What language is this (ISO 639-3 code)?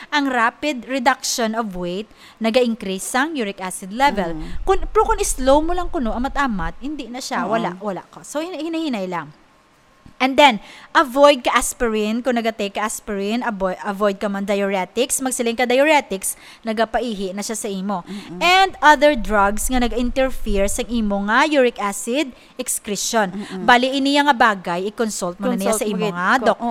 hil